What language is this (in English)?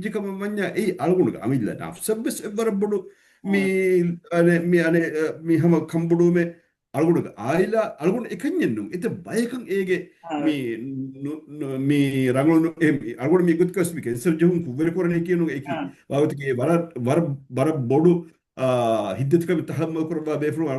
Divehi